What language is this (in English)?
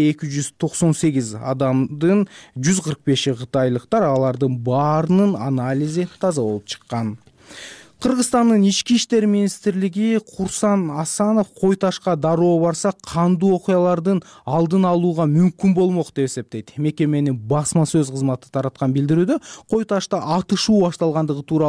Kyrgyz